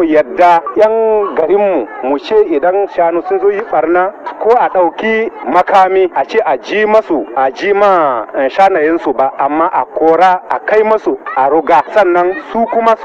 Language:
Hausa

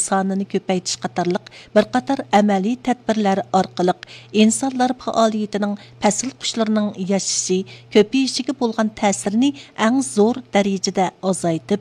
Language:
Uyghur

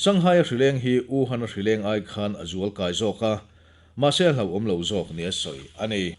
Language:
Mizo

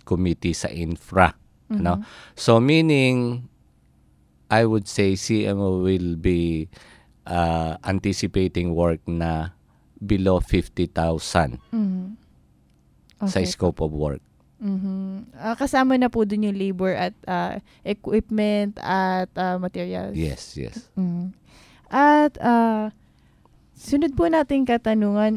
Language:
Filipino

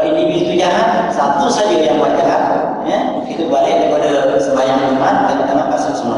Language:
Malay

